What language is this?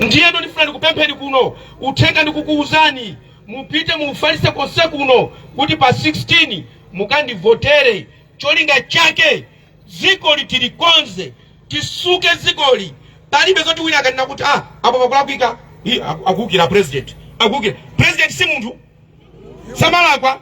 Nyanja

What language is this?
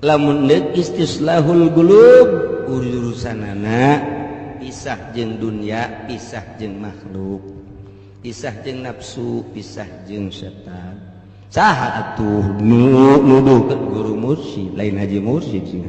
Sundanese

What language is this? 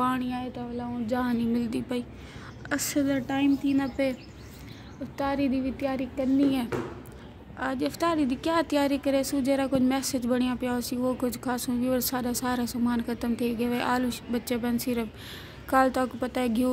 Saraiki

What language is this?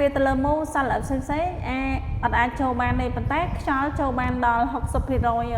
Khmer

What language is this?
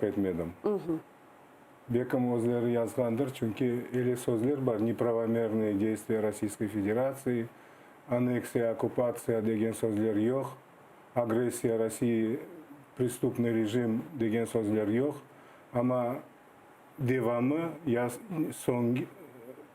Crimean Tatar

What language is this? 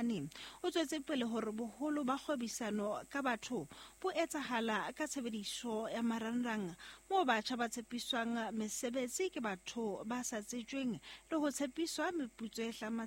Southern Sotho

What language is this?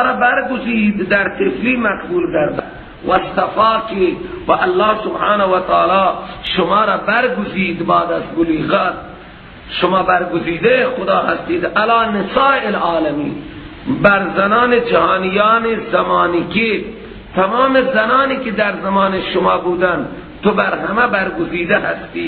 Persian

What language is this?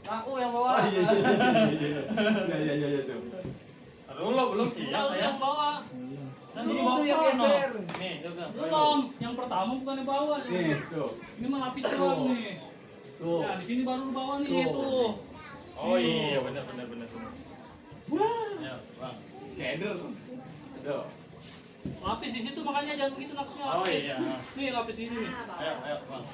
Betawi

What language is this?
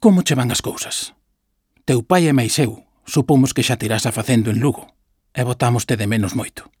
Galician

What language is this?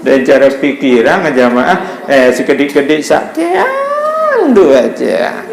Sasak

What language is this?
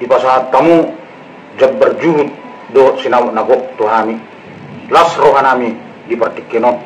Batak Toba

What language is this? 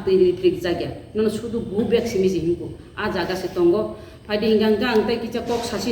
Kok Borok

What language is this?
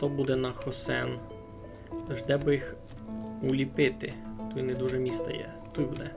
Rusyn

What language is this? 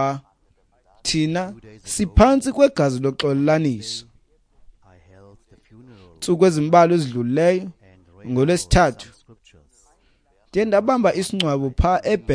Xhosa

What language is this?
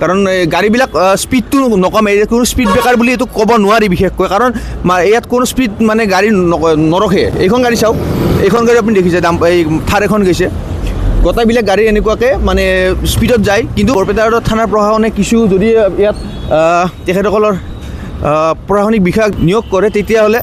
Assamese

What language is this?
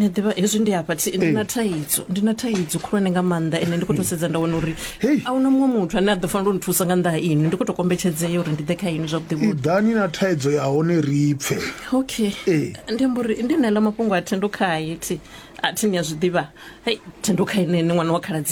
Venda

